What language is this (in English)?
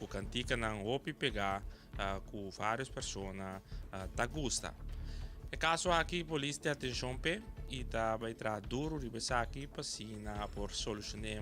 Papiamento